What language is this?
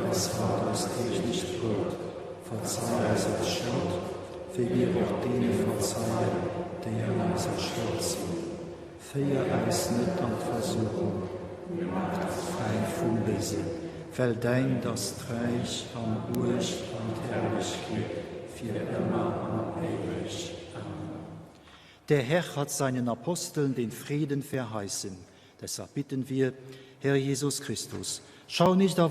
Luxembourgish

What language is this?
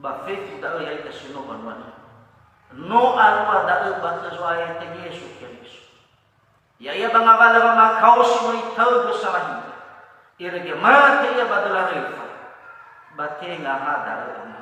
Nias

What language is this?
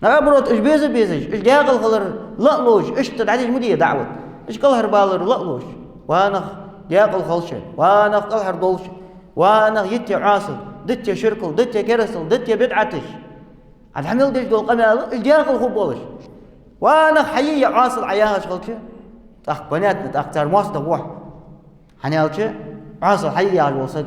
Ingush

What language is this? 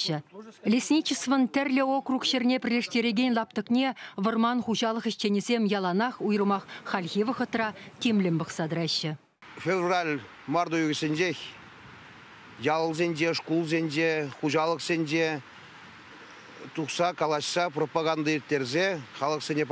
Chuvash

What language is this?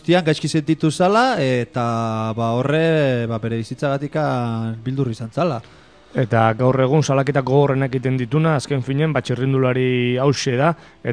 Basque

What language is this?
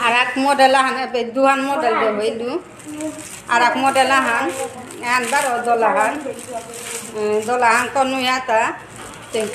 Bishnupriya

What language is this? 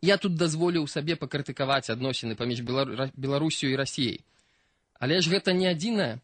Belarusian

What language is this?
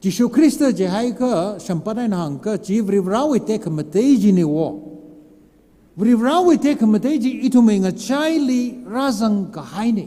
Tangkhul Naga (India)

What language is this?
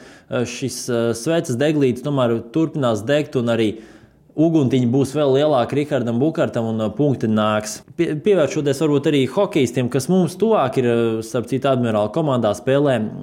Latvian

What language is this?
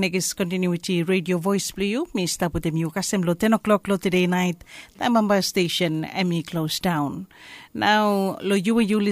Bislama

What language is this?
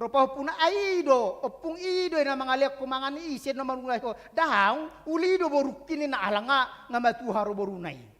Batak Toba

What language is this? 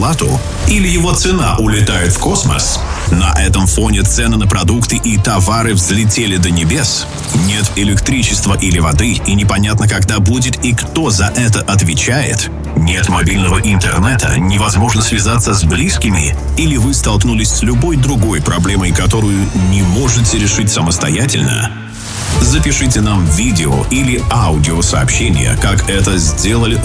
Russian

